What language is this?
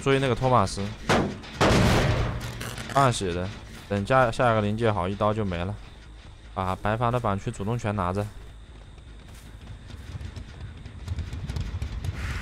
Chinese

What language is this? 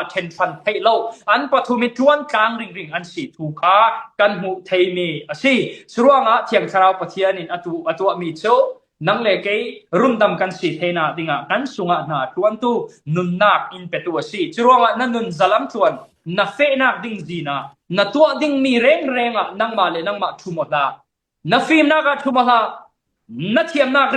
Falam Chin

